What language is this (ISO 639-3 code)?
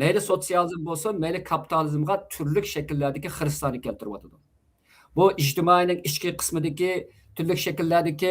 uig